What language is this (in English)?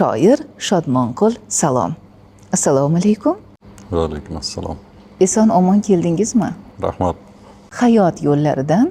Uzbek